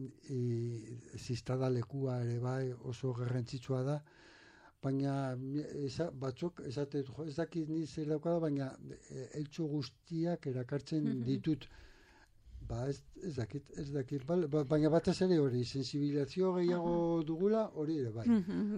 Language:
Basque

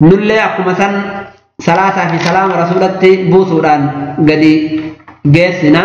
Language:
Oromo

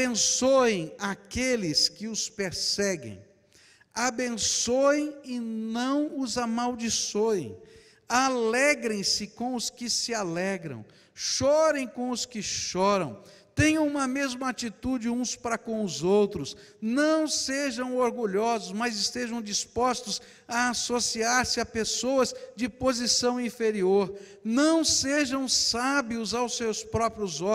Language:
Portuguese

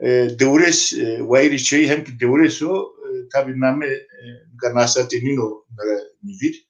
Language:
Zaza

